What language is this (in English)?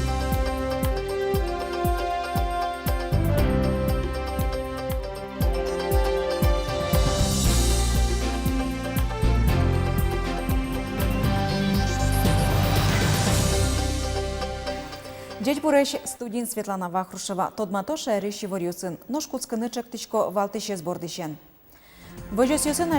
Udmurt